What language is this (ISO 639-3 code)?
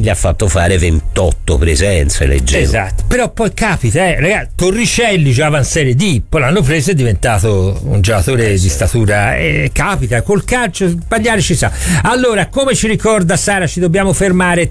ita